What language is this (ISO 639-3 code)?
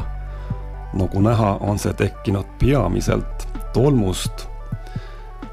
est